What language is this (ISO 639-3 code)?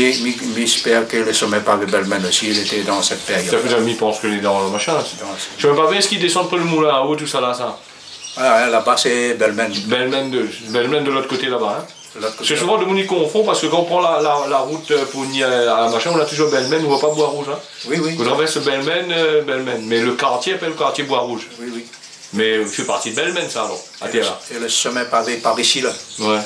rcf